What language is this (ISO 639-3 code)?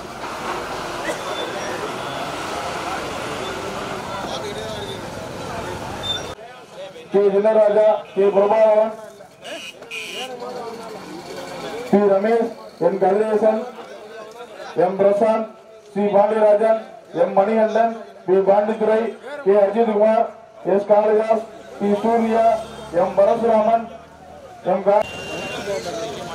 tam